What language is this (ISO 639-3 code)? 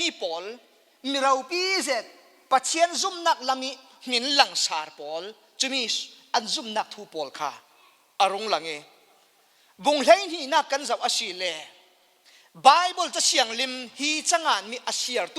cfm